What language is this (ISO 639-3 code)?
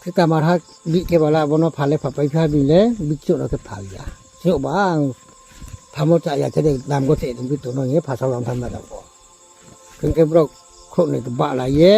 ria